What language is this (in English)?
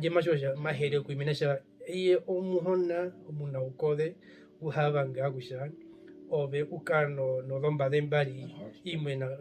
Herero